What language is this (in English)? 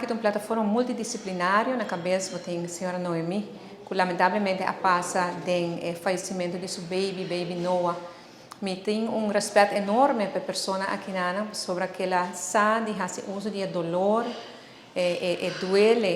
Papiamento